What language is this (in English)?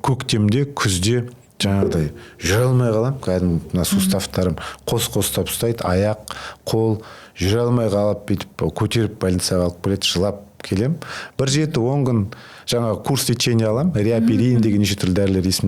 Kazakh